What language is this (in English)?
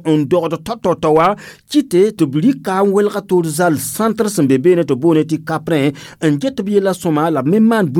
Mossi